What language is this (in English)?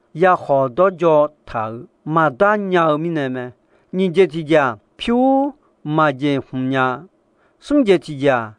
Akha